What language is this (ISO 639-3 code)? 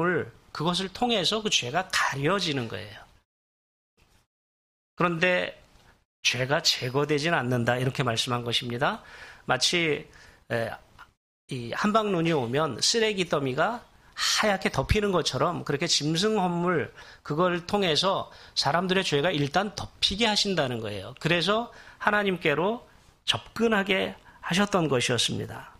kor